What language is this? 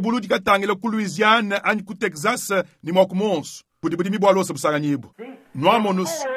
Luba-Lulua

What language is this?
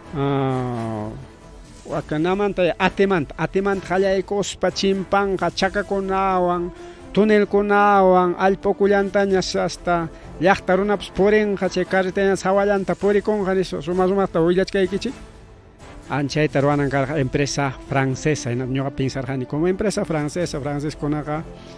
Ayacucho Quechua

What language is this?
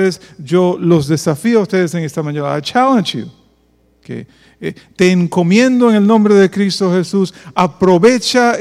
Spanish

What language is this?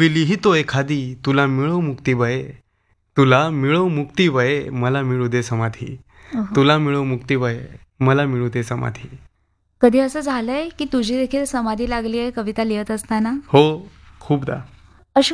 Marathi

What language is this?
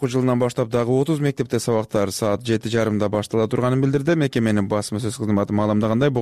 Kyrgyz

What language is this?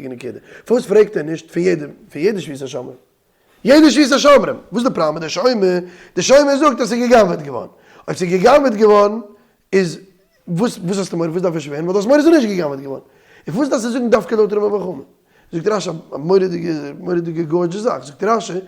Yiddish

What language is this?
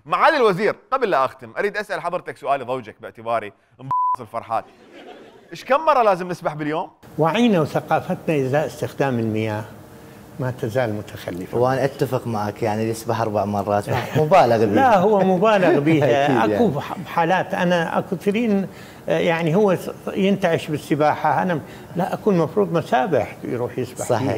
Mesopotamian Arabic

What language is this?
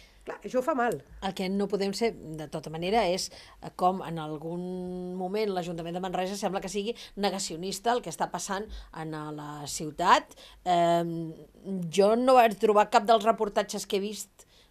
Catalan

